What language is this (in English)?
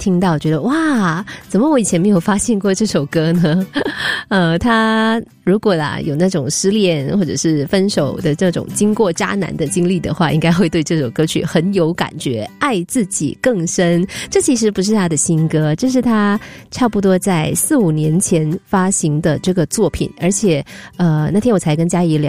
Chinese